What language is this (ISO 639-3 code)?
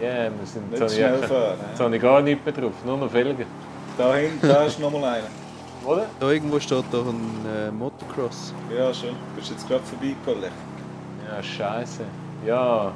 gsw